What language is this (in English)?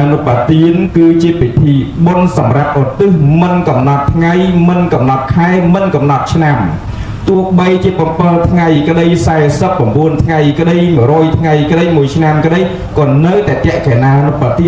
Khmer